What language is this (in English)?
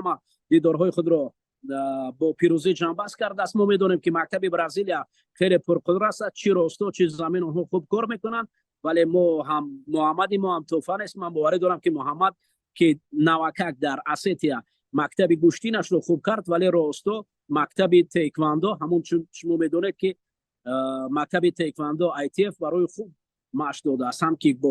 Tajik